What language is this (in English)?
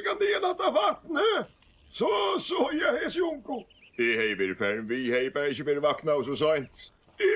Faroese